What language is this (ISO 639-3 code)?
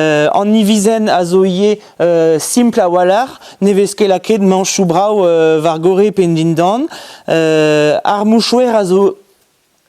bre